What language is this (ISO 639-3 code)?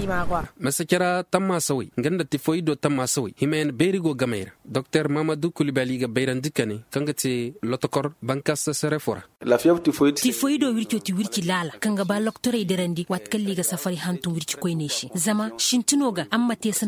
dje